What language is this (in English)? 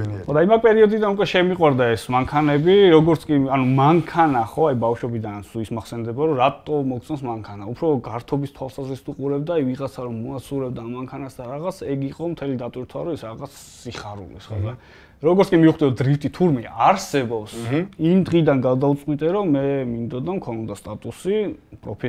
Georgian